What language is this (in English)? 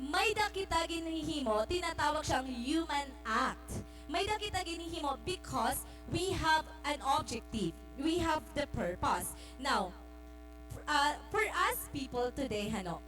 Waray